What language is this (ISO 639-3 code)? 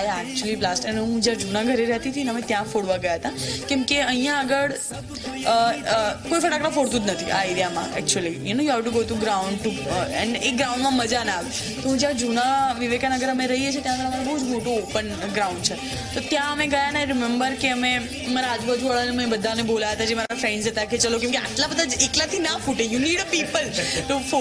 guj